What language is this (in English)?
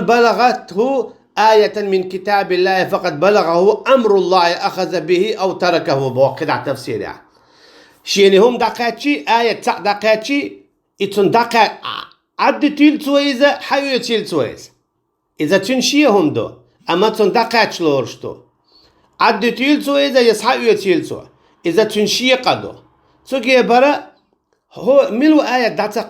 Chechen